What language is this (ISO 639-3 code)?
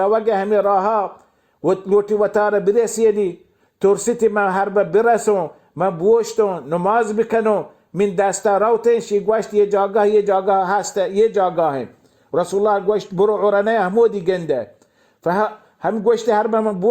bal